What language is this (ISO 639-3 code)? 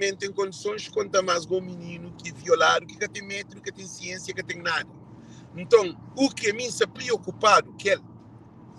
kea